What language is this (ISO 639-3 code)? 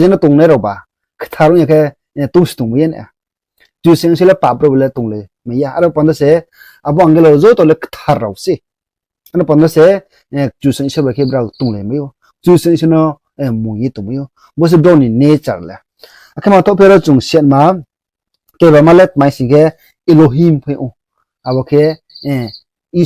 ria